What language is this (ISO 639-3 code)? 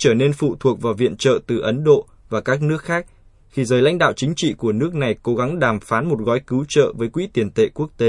vie